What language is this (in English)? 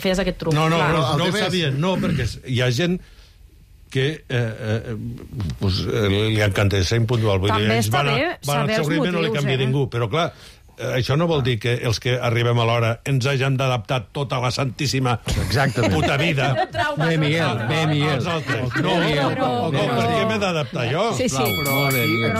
Catalan